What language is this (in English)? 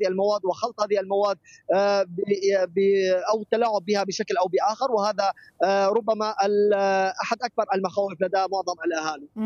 Arabic